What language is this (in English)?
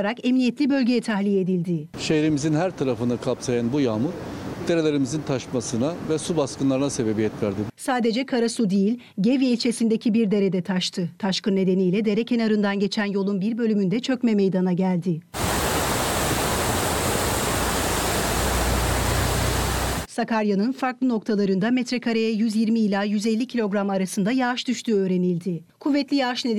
Turkish